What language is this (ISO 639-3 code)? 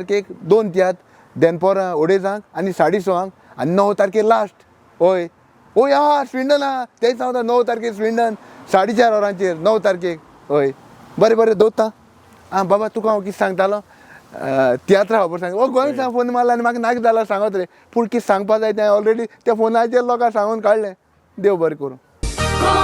kok